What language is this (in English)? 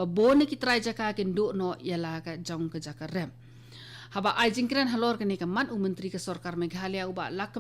Khasi